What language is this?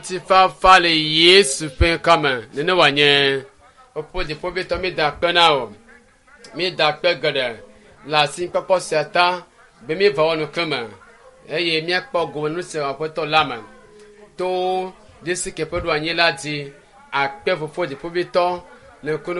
Ewe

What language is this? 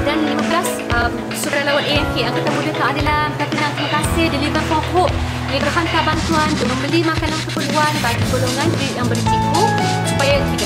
Malay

